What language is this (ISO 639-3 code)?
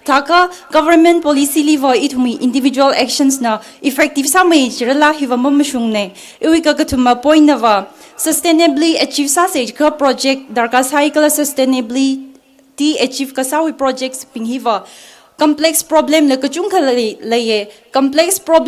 nmf